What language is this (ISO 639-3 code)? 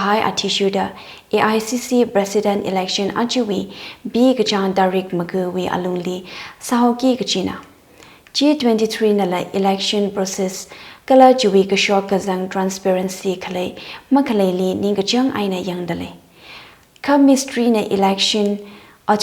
nmf